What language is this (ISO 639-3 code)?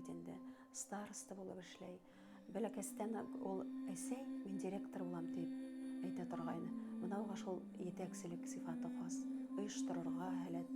bak